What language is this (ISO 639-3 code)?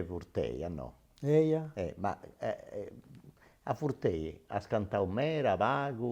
srd